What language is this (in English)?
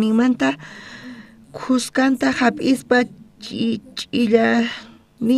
South Bolivian Quechua